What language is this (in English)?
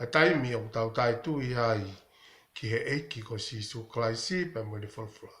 Tongan